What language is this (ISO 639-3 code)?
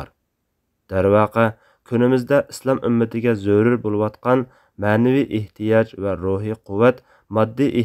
uig